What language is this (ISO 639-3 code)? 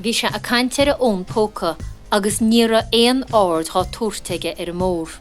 gle